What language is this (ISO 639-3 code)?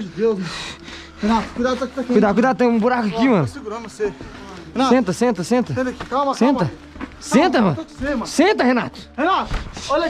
por